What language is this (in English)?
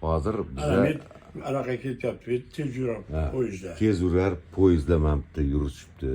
Uzbek